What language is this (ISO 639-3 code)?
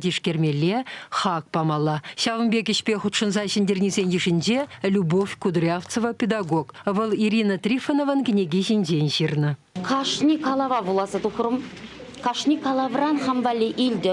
chv